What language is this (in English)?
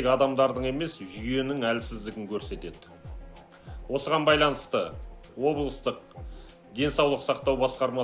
Kazakh